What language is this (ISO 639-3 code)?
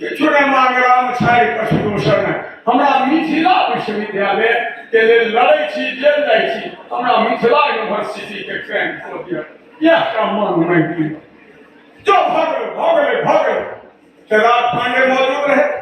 mai